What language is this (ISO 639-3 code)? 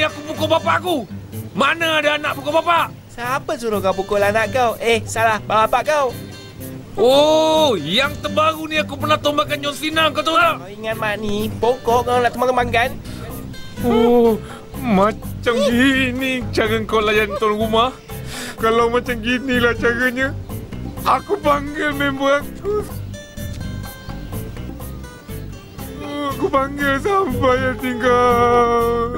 msa